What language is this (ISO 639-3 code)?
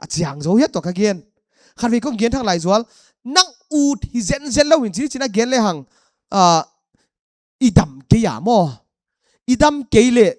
pck